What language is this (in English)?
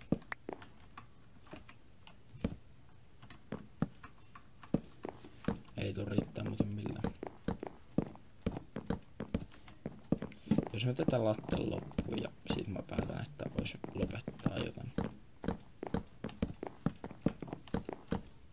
Finnish